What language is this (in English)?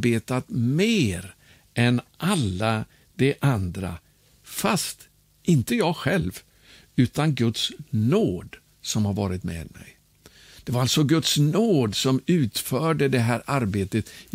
Swedish